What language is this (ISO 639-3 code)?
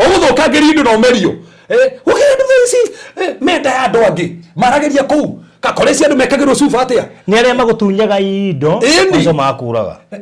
kik